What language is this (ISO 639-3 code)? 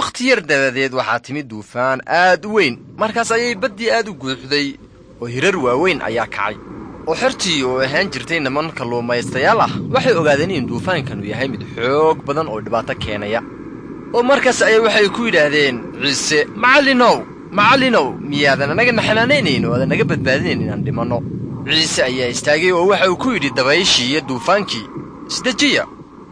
som